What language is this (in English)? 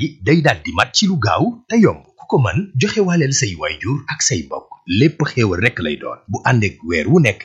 Wolof